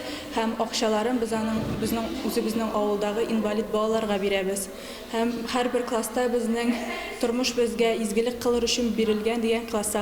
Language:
Tatar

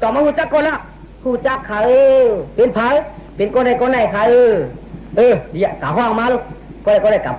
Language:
Shan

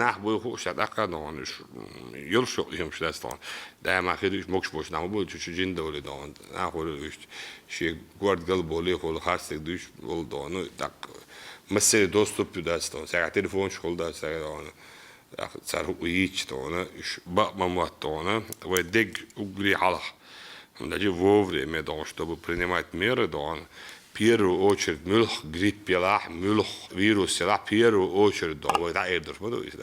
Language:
Chechen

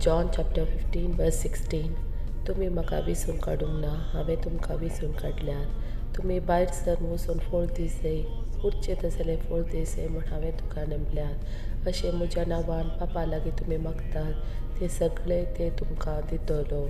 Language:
Konkani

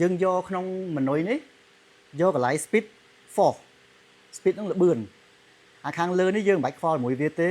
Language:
Khmer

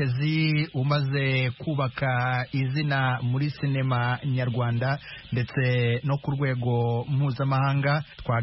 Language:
Kinyarwanda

